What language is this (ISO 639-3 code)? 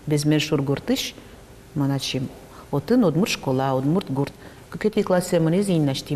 udm